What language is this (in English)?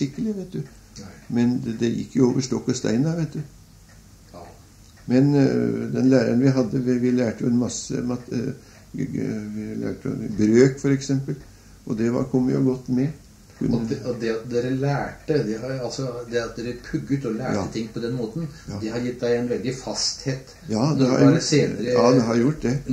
Norwegian